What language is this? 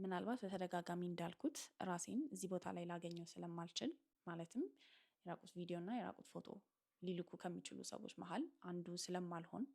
Amharic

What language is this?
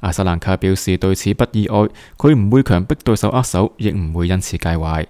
Cantonese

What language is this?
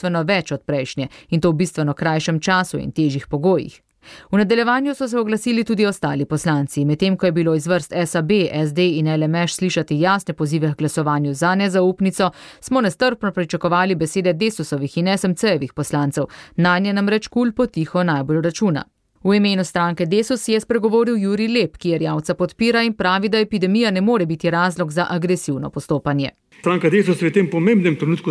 Slovenian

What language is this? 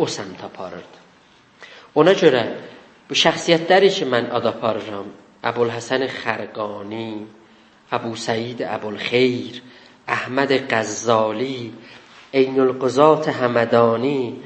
South Azerbaijani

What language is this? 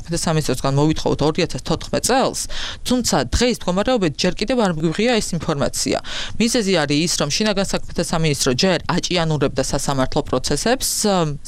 Georgian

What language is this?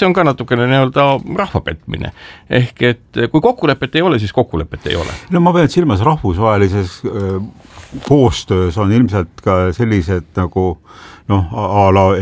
Estonian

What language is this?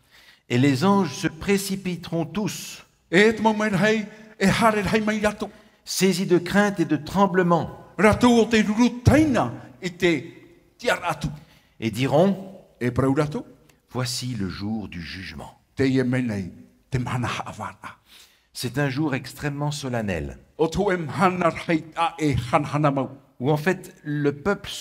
Tahitian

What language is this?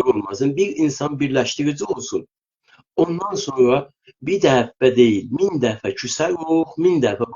South Azerbaijani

